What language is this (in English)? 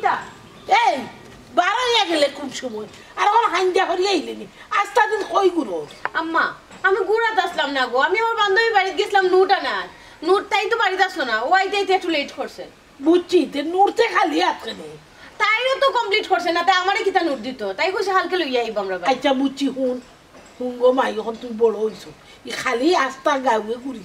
Sylheti